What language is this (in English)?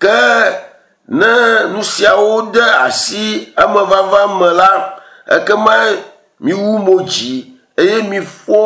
Ewe